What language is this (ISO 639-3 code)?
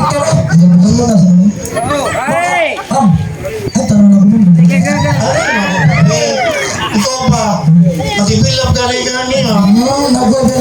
ceb